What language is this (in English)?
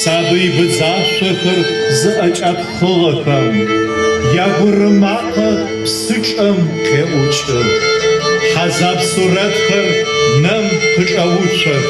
Adyghe